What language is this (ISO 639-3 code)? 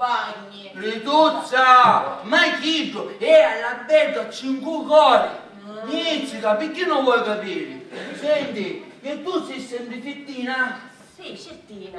scn